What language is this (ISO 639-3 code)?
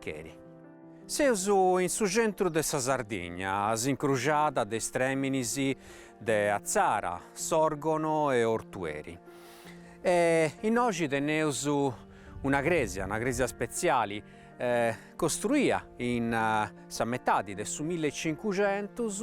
srd